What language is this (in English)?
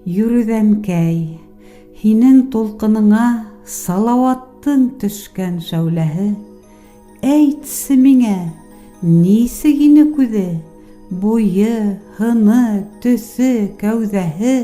Bashkir